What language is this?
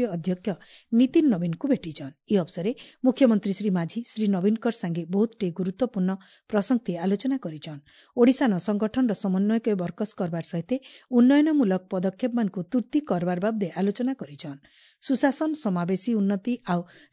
Odia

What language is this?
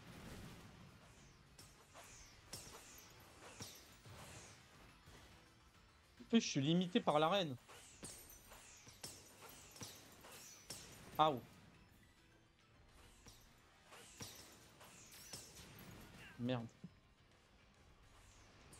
French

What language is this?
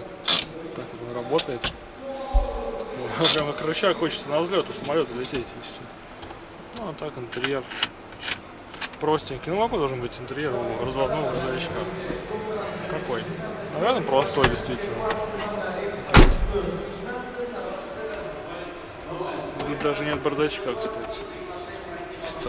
Russian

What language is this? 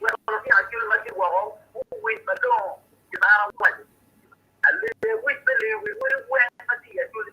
Acoli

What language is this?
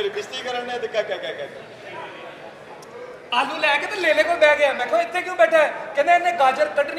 Punjabi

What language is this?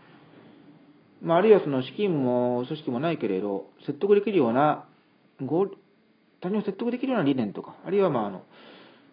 Japanese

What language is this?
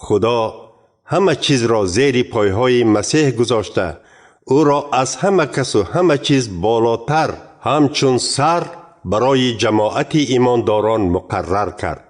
Tajik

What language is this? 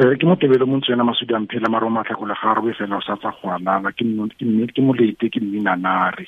Tswana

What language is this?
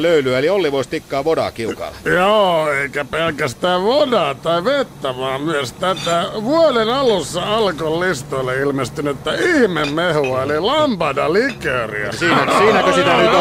Finnish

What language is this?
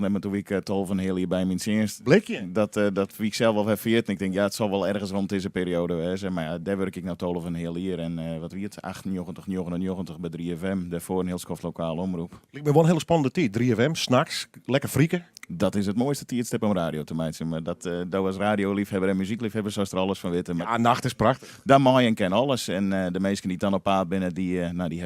Western Frisian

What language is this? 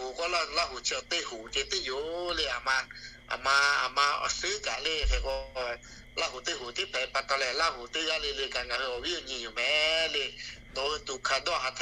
Lahu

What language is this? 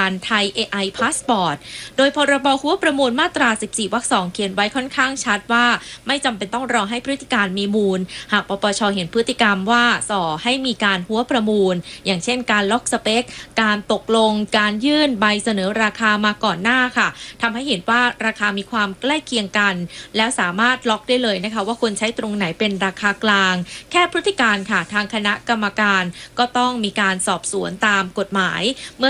Thai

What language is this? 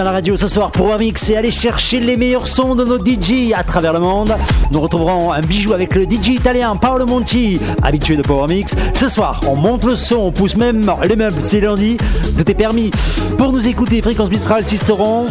French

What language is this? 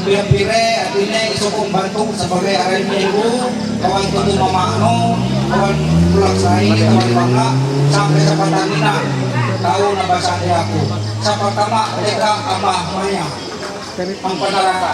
Ma'anyan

